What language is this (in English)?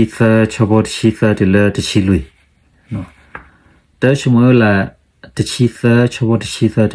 S'gaw Karen